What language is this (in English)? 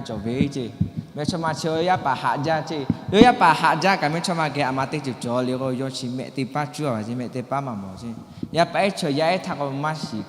Lahu